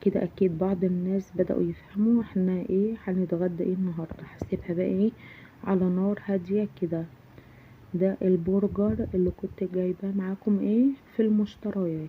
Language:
Egyptian Arabic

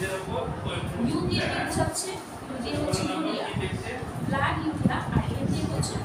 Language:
Bangla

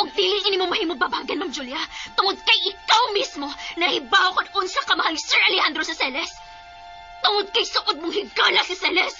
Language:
Cebuano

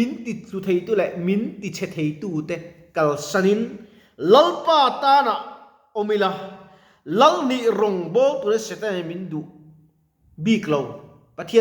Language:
Mizo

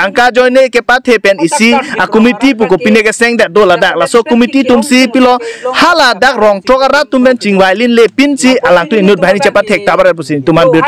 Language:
Karbi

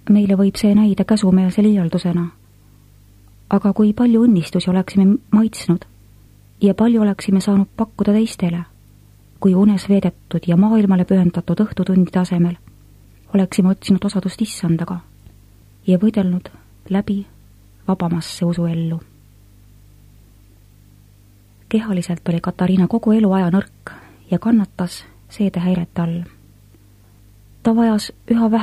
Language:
Estonian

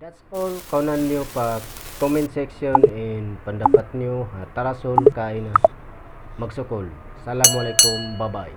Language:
Tausug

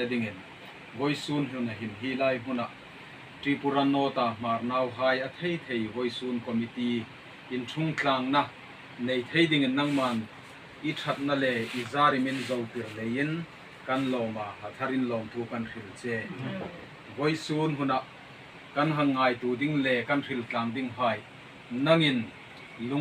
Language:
Hmar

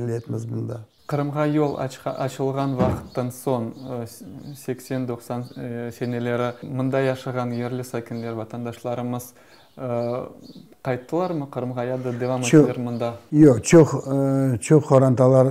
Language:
Crimean Tatar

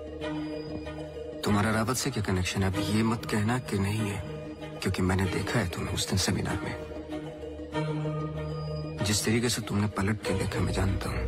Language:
Hindi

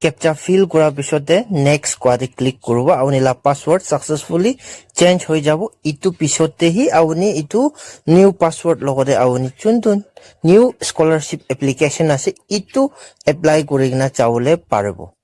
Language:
Naga Pidgin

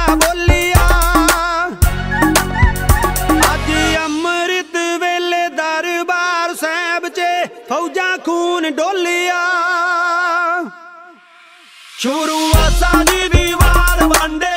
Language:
Punjabi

